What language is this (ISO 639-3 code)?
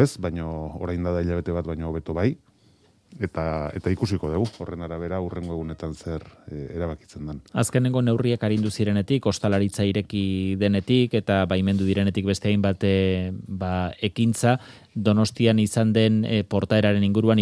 eus